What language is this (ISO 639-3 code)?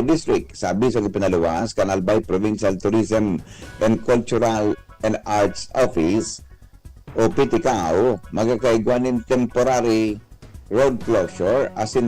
bik